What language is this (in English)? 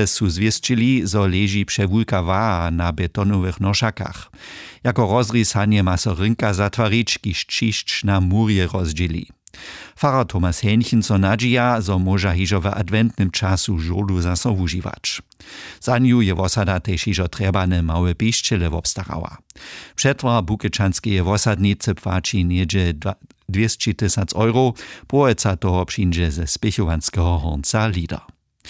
Upper Sorbian